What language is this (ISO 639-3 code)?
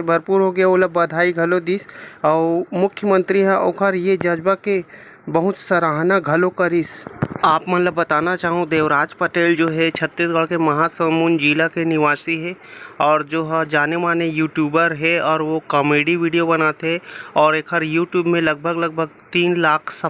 hne